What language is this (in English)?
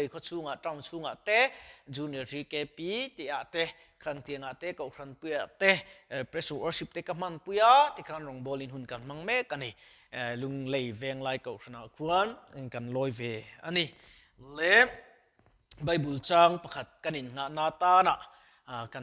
Mizo